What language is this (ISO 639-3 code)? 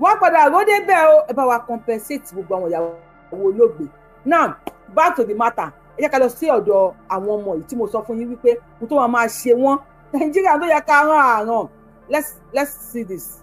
yor